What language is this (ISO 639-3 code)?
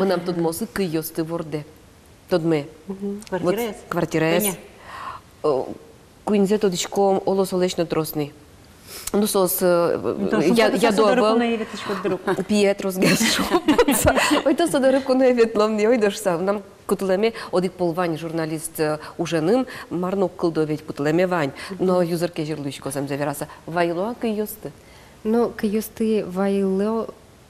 udm